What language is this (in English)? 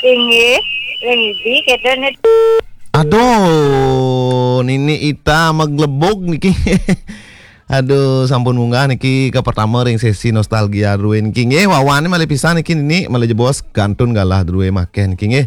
Balinese